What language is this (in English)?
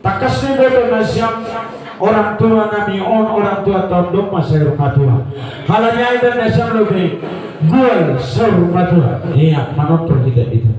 Batak Simalungun